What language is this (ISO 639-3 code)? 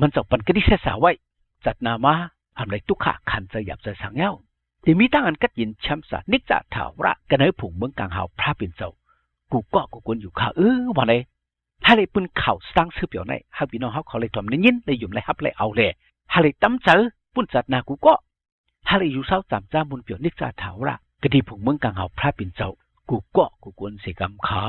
shn